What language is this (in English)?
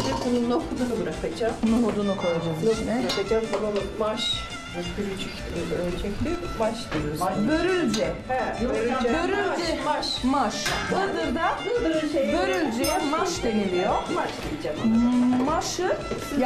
Turkish